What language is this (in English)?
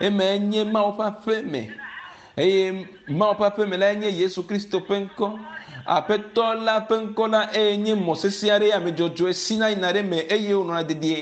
Ewe